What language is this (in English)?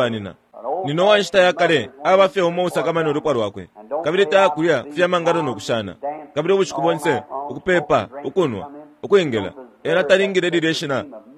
Bemba